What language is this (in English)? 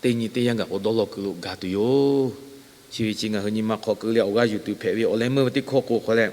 Lahu